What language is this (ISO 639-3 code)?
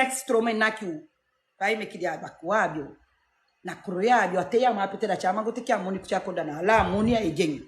srn